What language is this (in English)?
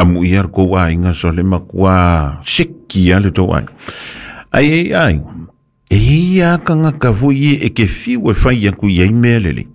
Samoan